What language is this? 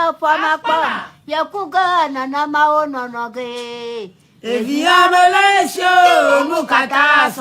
Ewe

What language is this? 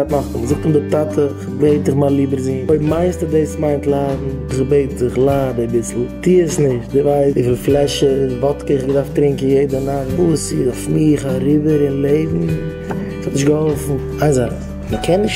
Yiddish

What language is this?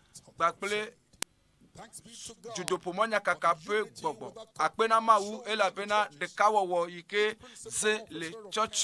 Ewe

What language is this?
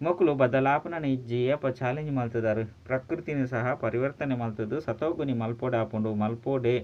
Tulu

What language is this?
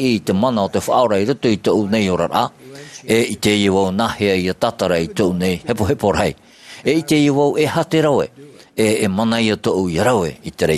Tahitian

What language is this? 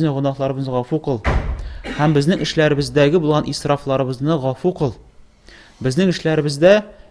Tatar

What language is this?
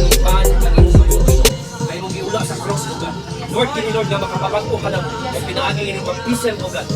Cebuano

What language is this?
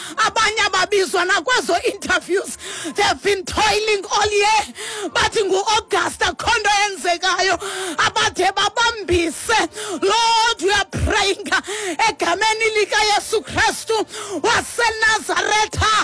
Xhosa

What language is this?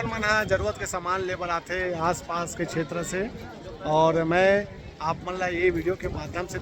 Chhattisgarhi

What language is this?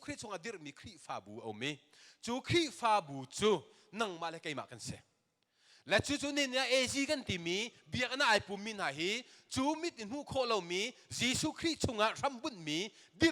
Hakha Chin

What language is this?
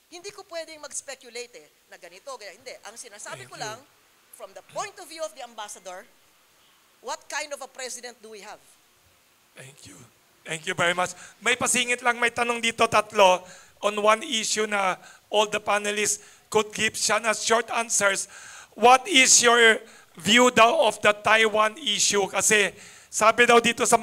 Filipino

